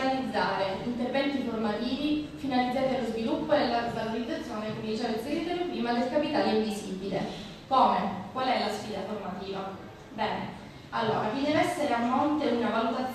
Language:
Italian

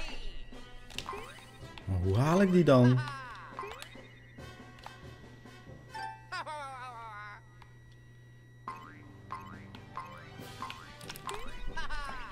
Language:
Dutch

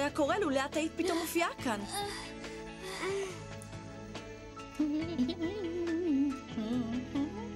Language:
Hebrew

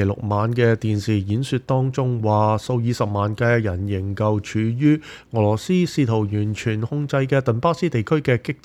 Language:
Cantonese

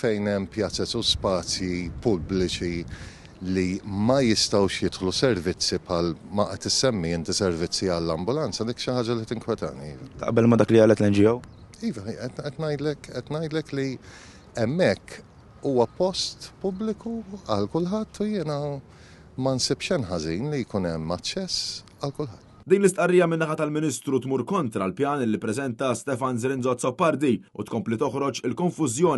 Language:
Maltese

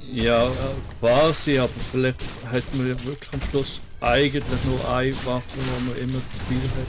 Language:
Swiss German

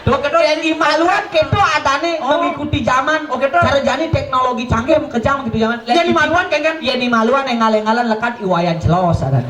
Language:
Balinese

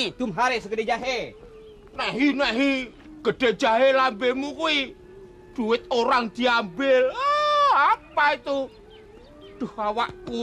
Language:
Betawi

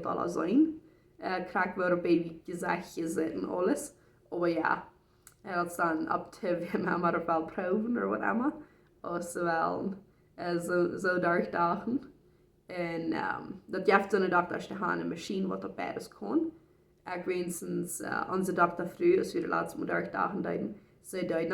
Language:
Plautdietsch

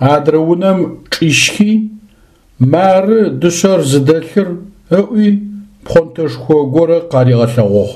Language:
Adyghe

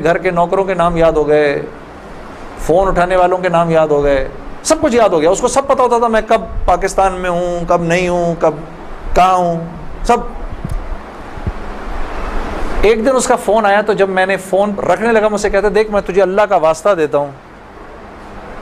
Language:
Urdu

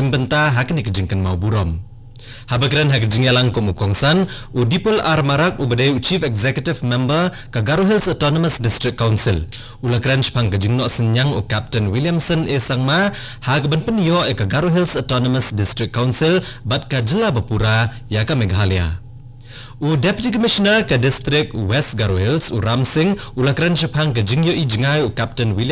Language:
Khasi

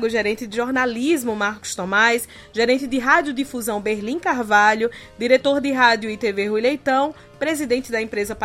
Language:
Portuguese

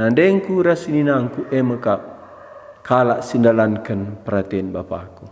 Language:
Batak Karo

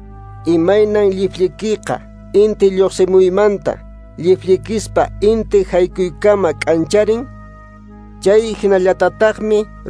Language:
Quechua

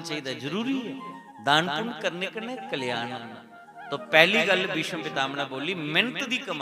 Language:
Dogri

